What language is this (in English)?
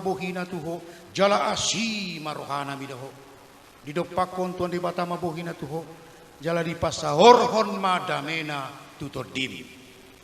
Batak Toba